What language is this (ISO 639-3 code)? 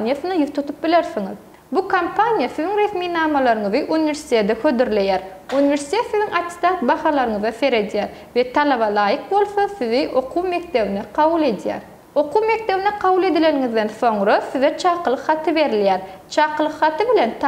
tuk